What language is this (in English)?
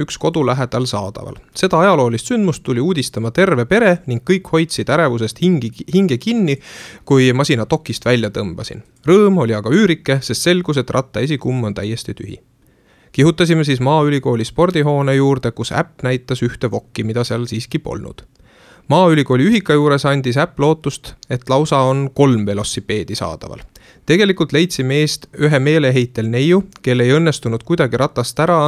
Estonian